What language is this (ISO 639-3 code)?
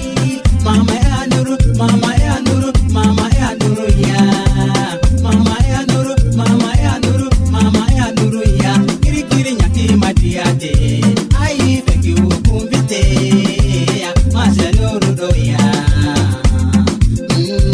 swa